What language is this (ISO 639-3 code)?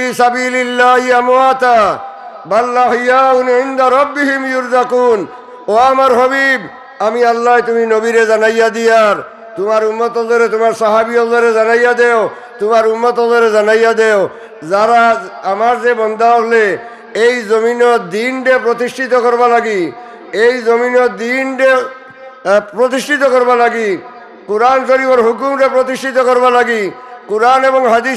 syl